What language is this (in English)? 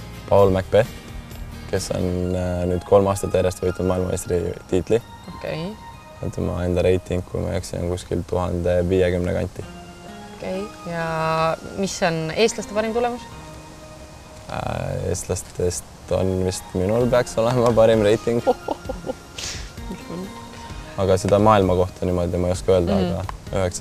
Estonian